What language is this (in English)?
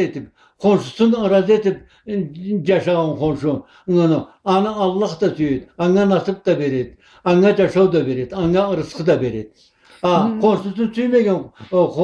Karachay-Balkar